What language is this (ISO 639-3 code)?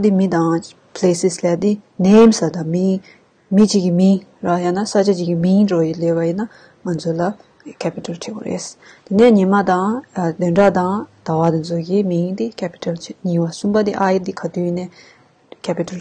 bod